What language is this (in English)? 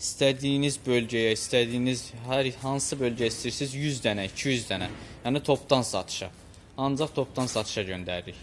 Azerbaijani